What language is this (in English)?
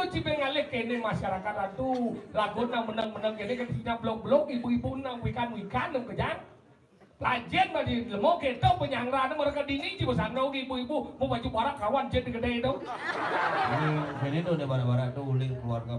Balinese